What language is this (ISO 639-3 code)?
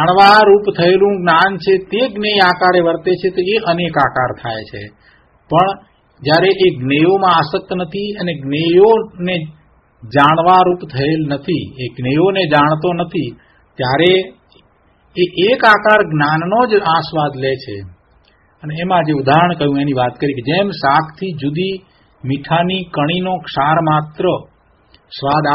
guj